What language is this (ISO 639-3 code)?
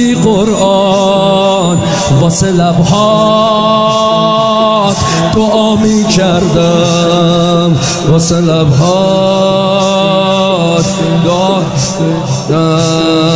fas